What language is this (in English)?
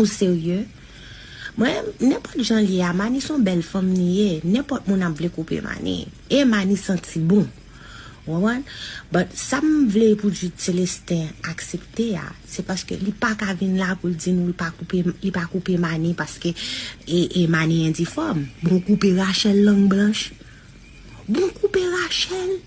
Haitian Creole